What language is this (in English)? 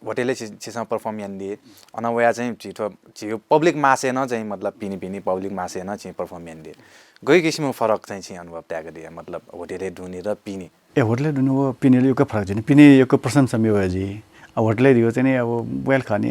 Newari